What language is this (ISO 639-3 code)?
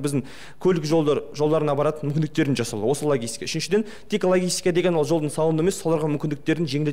kaz